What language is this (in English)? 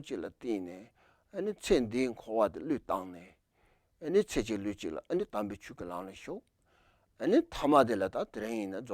Tibetan